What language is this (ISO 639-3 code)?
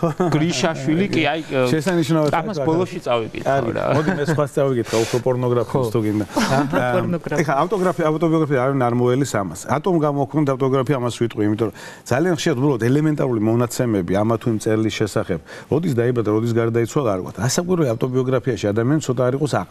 kat